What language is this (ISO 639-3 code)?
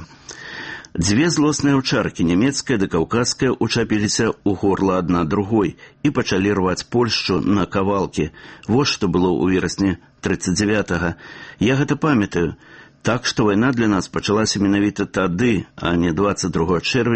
bel